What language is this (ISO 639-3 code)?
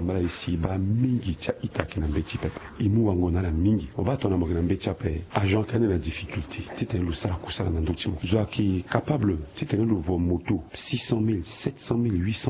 sag